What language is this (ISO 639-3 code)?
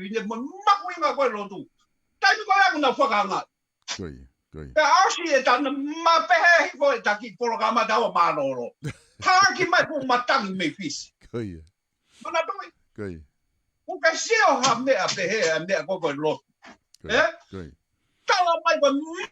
ton